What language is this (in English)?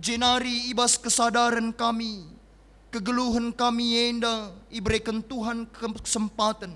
Batak Karo